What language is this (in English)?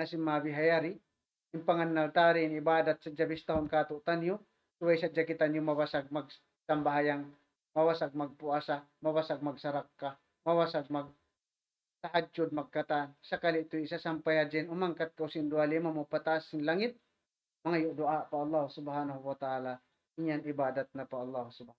Tausug